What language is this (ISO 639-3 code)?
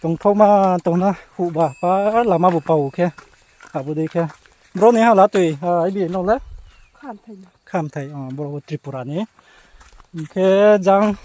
ria